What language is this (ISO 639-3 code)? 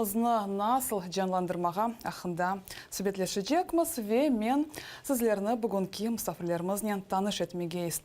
crh